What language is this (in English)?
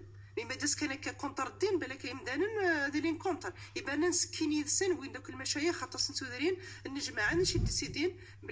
Moroccan Arabic